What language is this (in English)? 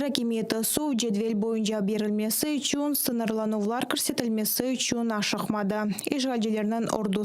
Crimean Tatar